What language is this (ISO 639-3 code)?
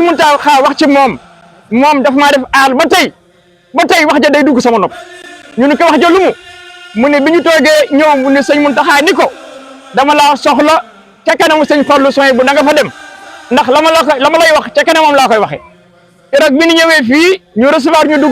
wol